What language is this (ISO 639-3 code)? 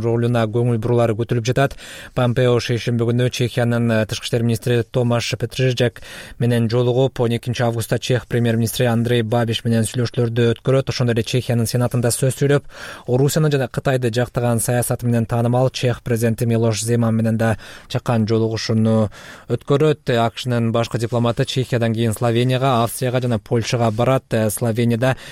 kir